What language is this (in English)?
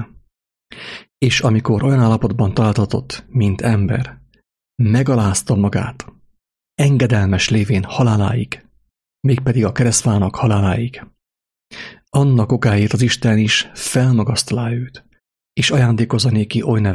Hungarian